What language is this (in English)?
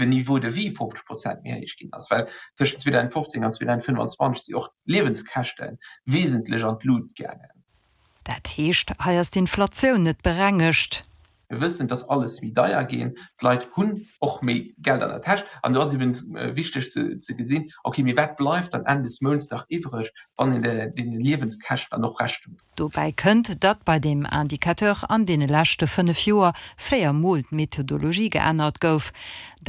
Luxembourgish